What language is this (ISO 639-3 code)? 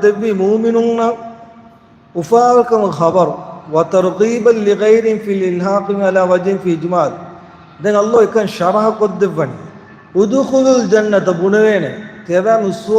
div